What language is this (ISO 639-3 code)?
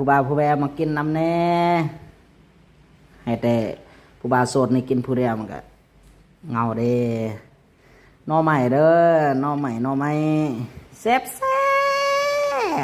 lao